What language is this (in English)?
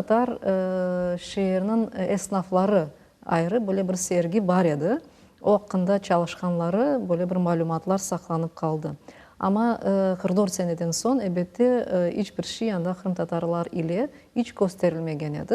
Crimean Tatar